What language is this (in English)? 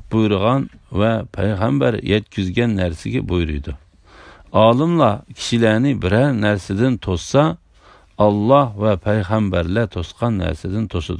Uyghur